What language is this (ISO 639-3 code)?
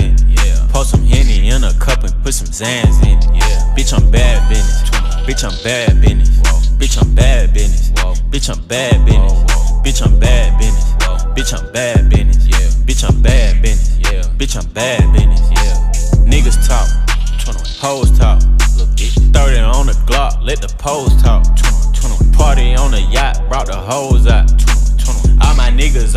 eng